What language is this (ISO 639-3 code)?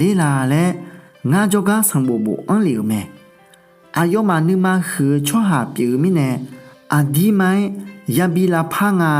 ahk